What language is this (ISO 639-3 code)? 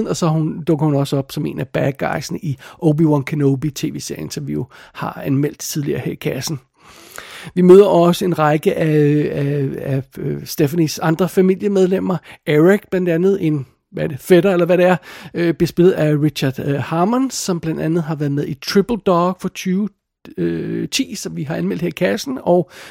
dan